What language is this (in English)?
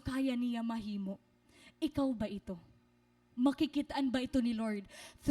Waray